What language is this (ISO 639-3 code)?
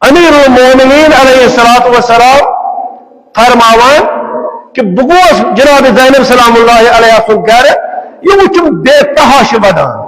kas